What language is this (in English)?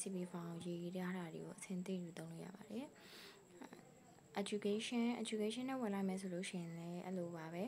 Burmese